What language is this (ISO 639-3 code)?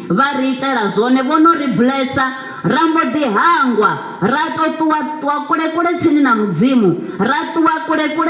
ven